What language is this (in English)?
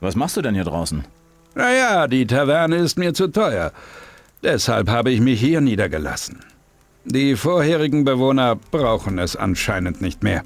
Bavarian